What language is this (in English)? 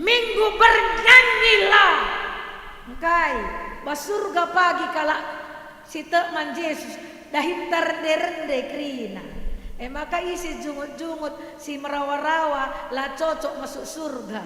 Batak Karo